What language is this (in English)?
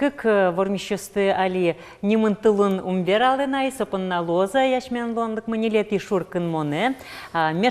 Udmurt